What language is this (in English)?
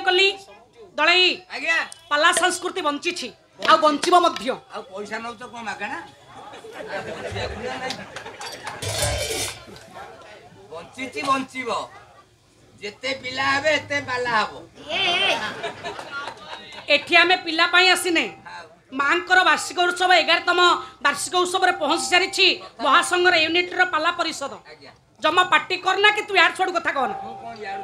Odia